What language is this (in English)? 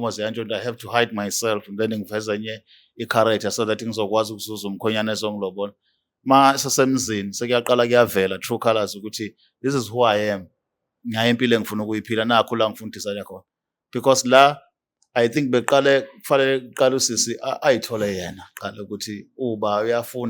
Zulu